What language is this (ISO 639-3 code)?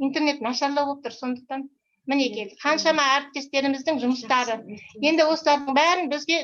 kaz